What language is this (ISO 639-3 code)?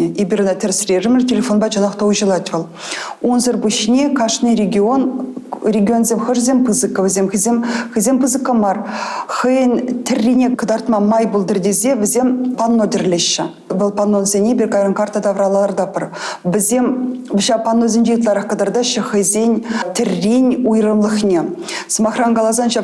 chv